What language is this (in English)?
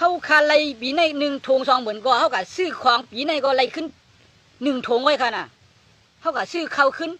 Shan